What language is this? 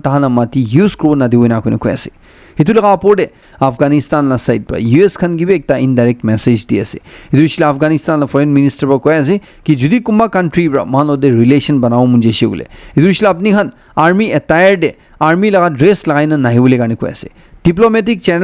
Naga Pidgin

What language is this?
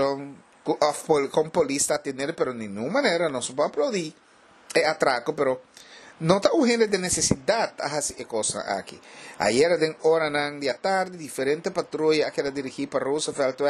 Papiamento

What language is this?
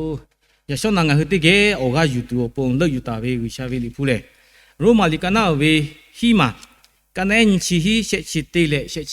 Lahu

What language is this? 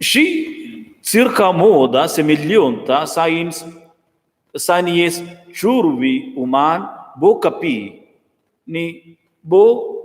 Romansh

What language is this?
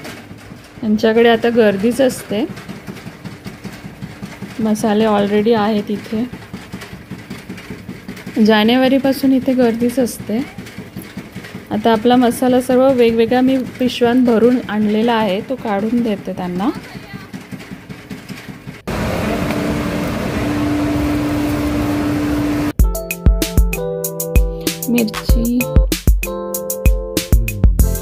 Marathi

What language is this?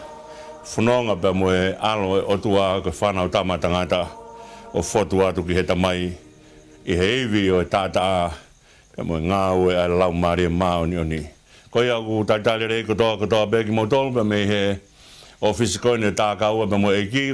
Tongan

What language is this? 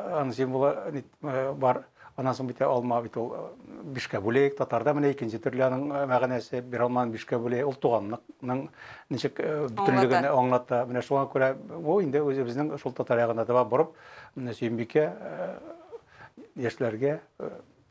Tatar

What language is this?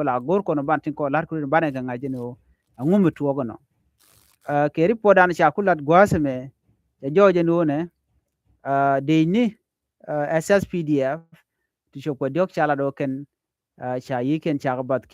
Nuer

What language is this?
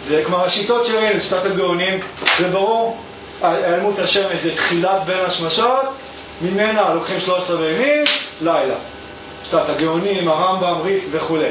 Hebrew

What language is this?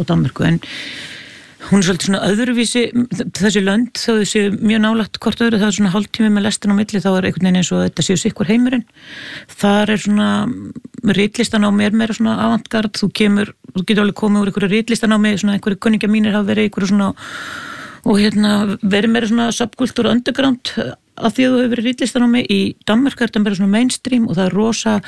Icelandic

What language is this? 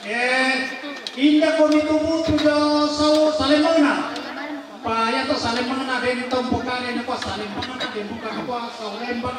Toraja-Sa'dan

